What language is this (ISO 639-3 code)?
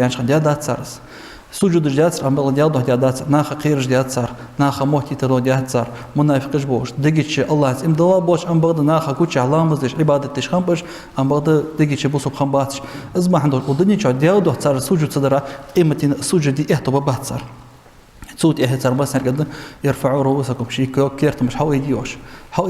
inh